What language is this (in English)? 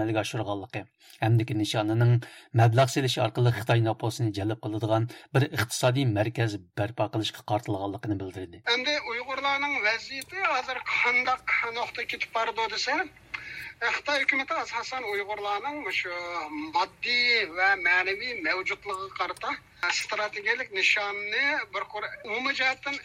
Uyghur